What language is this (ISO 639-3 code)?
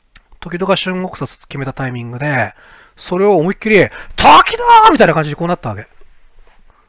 jpn